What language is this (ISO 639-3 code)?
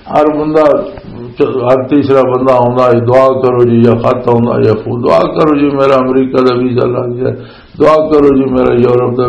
lah